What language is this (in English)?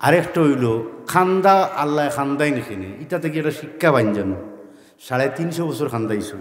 Sylheti